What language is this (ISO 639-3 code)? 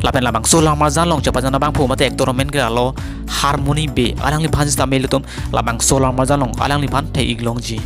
mjw